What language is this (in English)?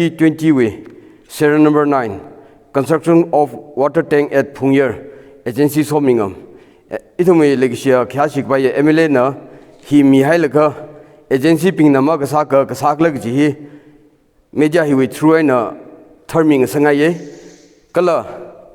Tangkhul Naga (India)